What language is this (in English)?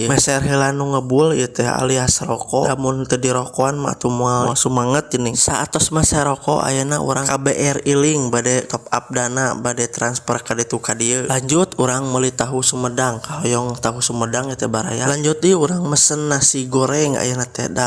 Sundanese